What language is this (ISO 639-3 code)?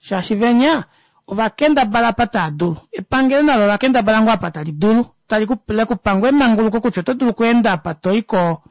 kua